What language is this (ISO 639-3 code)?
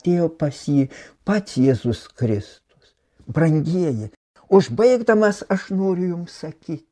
lit